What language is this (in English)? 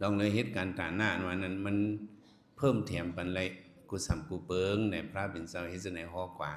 Shan